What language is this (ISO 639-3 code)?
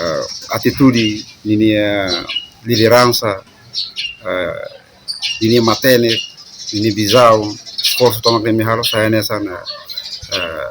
tet